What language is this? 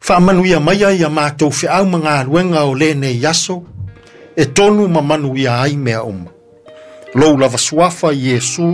Samoan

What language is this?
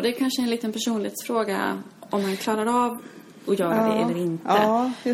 Swedish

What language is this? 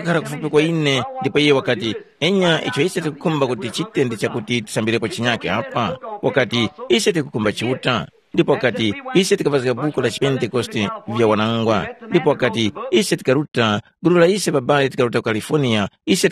Tumbuka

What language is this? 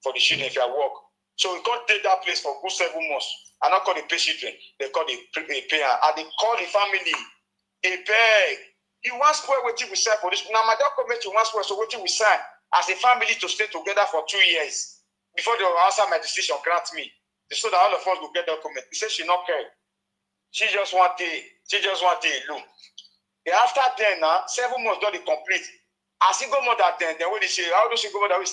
Nigerian Pidgin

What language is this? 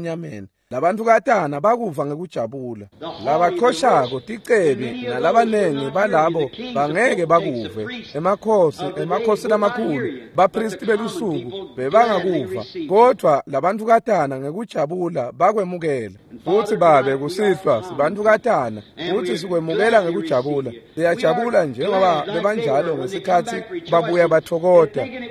Swati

